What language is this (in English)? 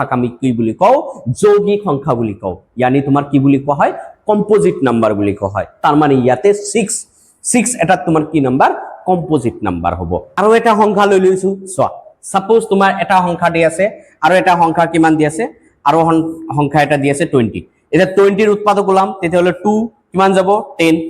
Assamese